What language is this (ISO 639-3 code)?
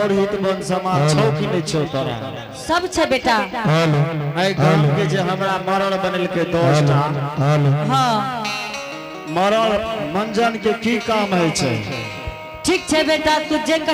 anp